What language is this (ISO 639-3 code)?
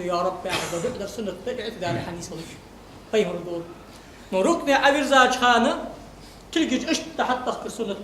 inh